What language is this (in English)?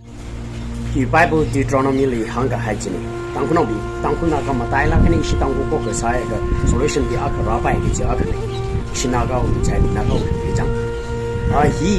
Tangkhul Naga (India)